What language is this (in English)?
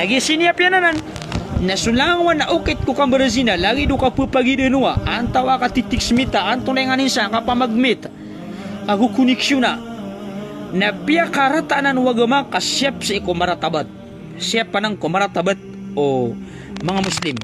Maranao